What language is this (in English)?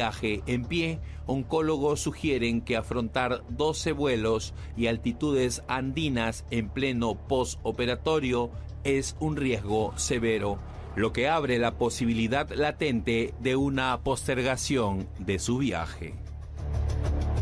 Spanish